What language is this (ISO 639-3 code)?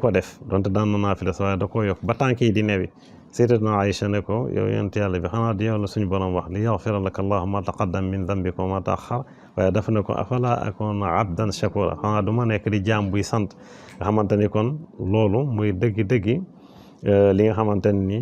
wol